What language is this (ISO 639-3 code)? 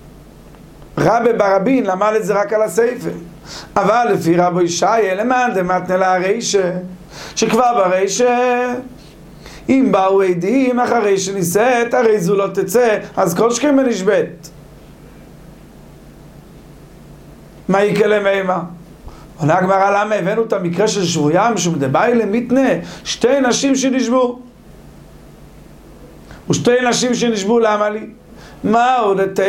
heb